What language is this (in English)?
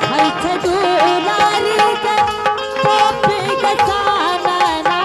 Angika